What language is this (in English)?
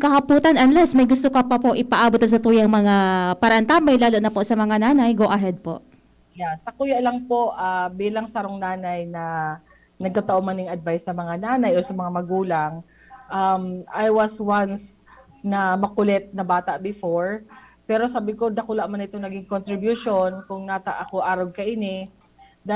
Bikol